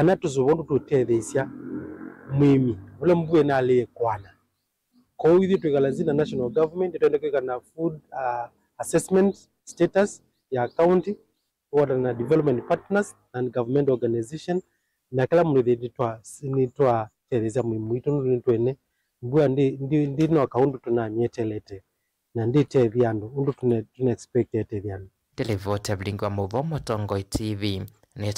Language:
Kamba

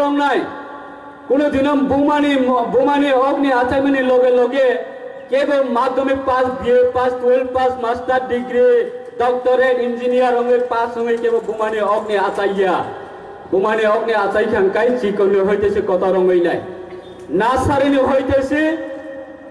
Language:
Kok Borok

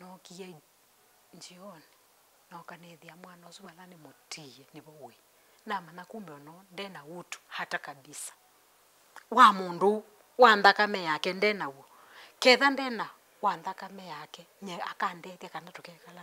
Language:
Kamba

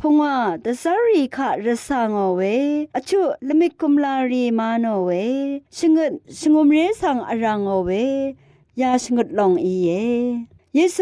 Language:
Rawang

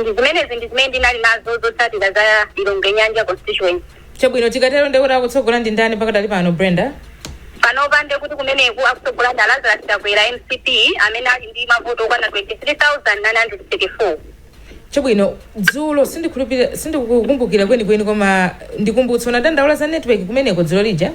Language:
Nyanja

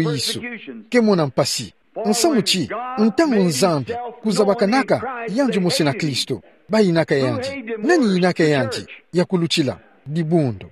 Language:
Kituba (Democratic Republic of Congo)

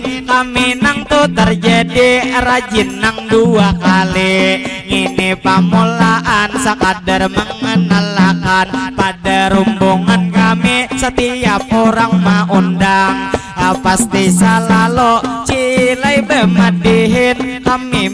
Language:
Banjar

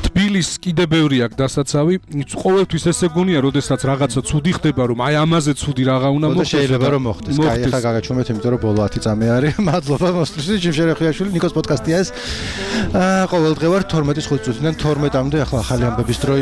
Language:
Georgian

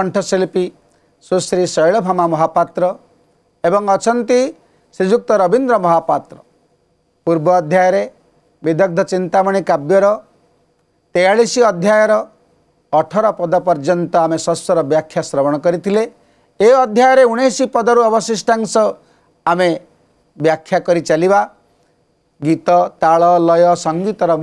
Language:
Odia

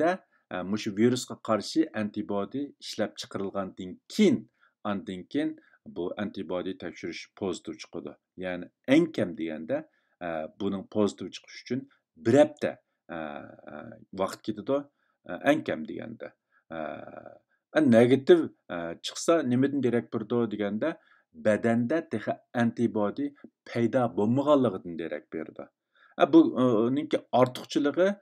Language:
Uyghur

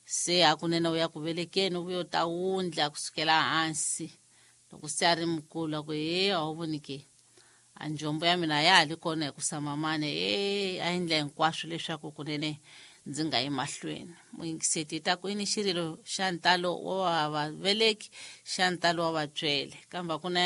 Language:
Tsonga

